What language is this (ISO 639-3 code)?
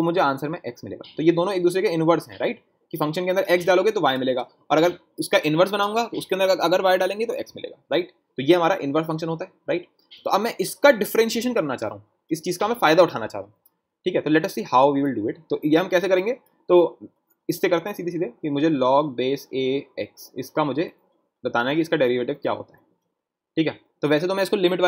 hin